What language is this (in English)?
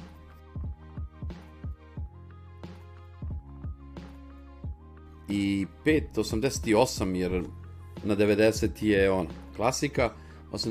Serbian